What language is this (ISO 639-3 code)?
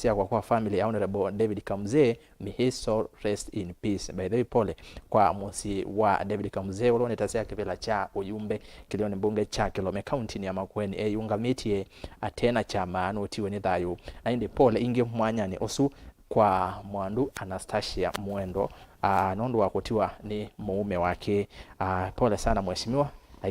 kam